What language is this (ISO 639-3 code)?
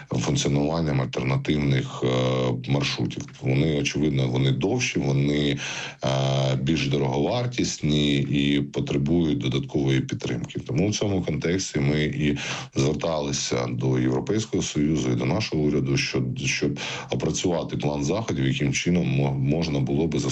ukr